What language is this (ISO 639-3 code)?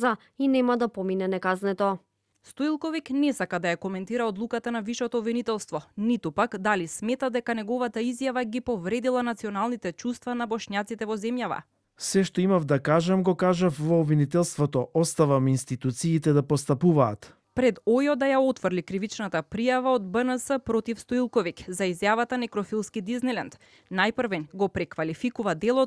mkd